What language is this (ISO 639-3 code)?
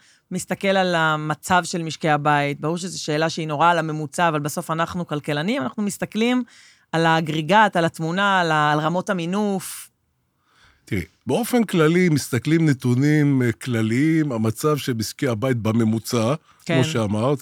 heb